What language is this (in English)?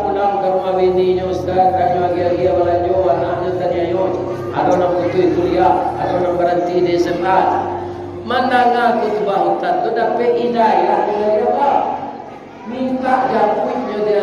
Minangkabau